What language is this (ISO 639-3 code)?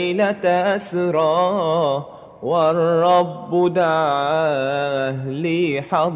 mad